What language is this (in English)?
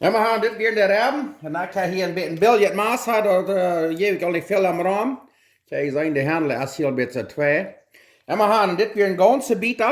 Plautdietsch